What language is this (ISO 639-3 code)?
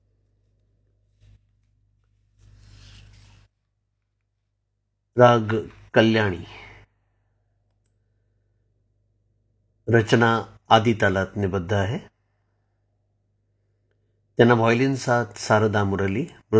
mar